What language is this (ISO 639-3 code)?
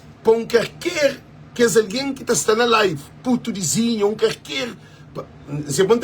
kea